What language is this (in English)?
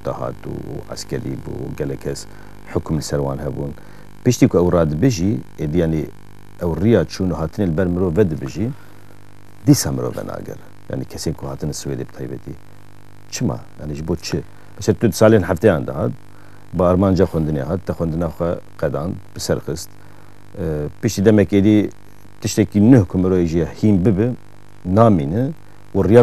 Kurdish